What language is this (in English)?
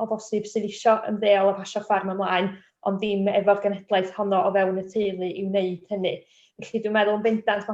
Welsh